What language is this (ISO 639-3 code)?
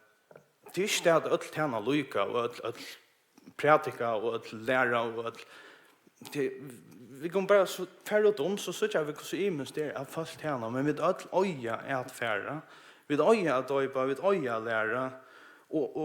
fao